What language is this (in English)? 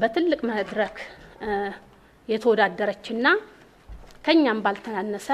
Amharic